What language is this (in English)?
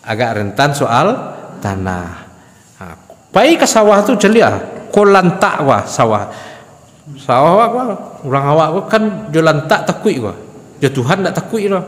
Minangkabau